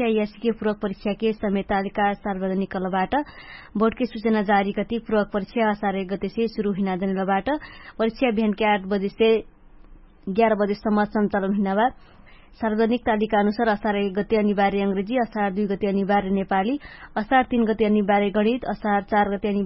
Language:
Dangaura Tharu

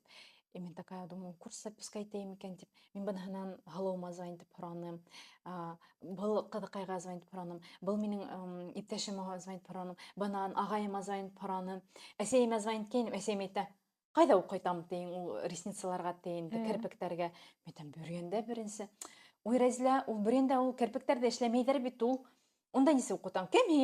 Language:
Bashkir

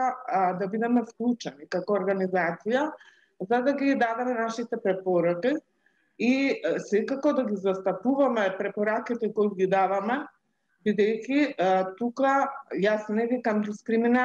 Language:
Macedonian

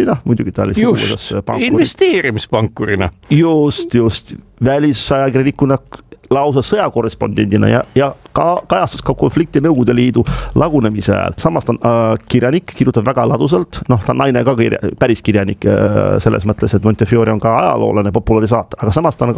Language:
Estonian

